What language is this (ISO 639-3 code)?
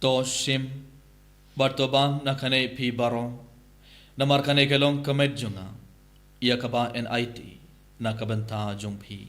kha